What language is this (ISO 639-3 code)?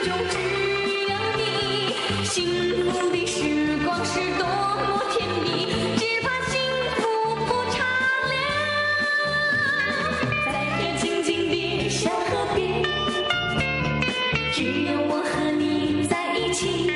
zho